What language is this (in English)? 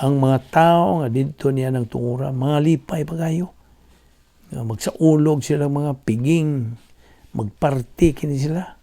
Cebuano